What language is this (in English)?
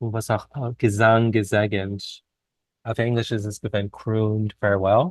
Yiddish